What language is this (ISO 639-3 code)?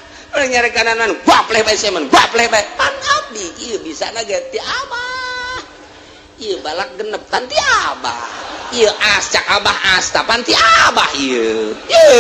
sun